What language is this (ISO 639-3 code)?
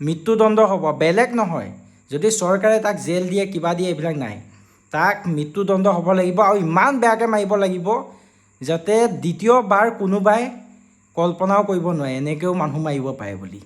asm